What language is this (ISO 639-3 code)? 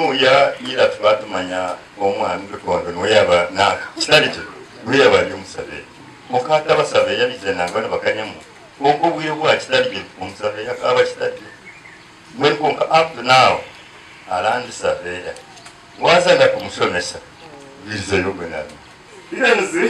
nyn